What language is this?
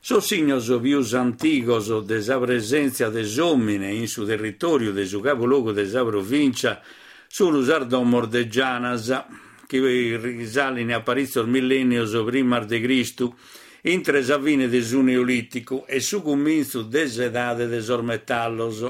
Sardinian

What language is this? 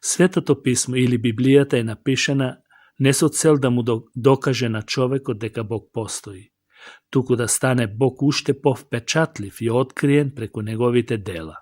Macedonian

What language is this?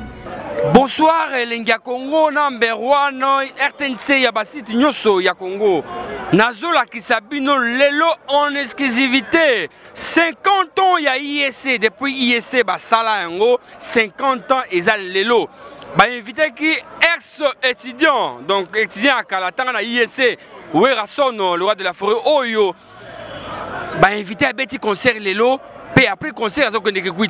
Lingala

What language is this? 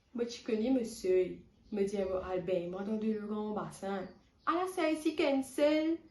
Morisyen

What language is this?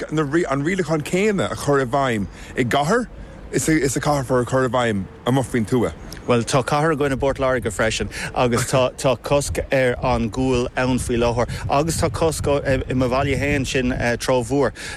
Irish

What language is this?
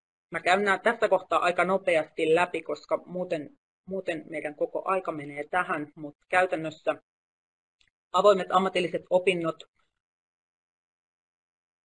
Finnish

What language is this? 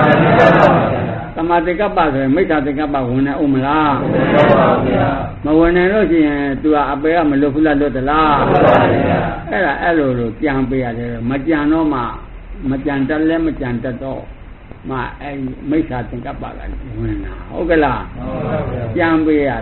Burmese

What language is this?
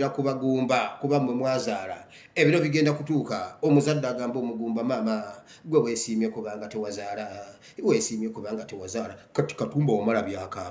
Ganda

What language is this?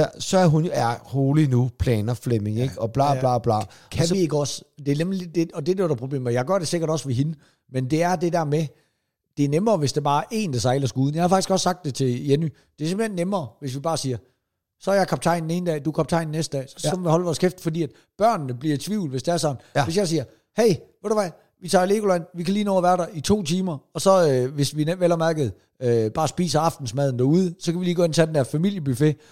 Danish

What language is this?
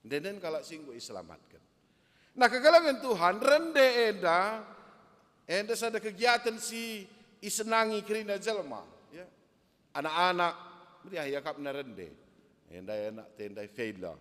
Batak Karo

